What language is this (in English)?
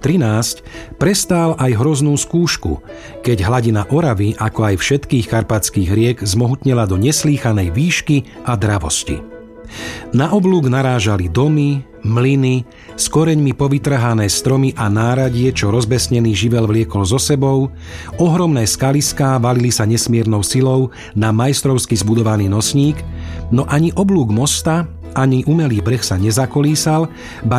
Slovak